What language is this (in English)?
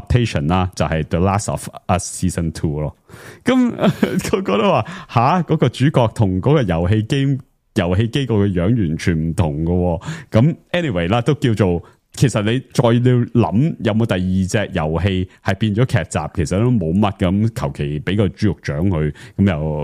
Cantonese